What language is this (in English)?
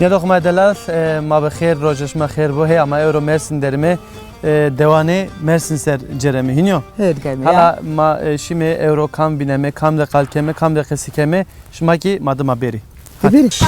Zaza